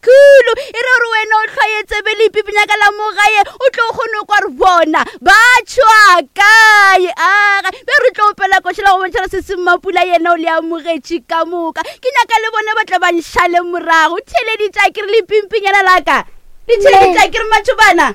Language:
Northern Sotho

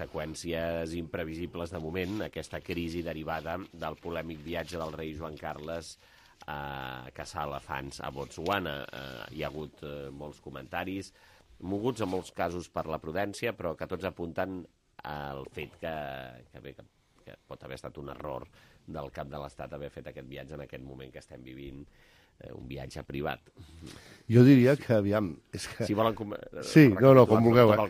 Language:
Catalan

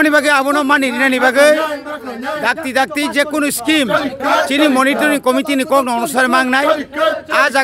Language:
Kok Borok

